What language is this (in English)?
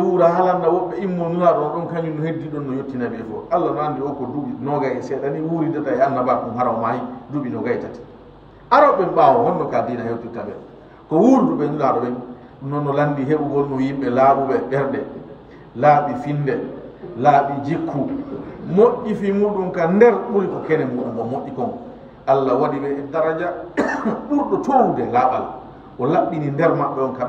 Fula